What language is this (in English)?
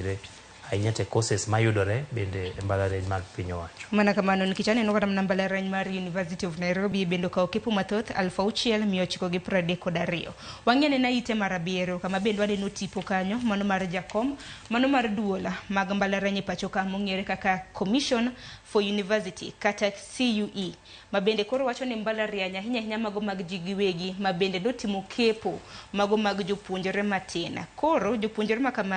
Luo (Kenya and Tanzania)